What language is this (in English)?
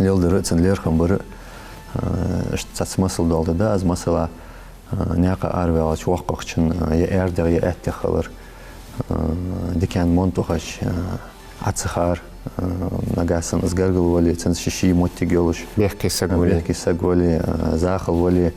Ingush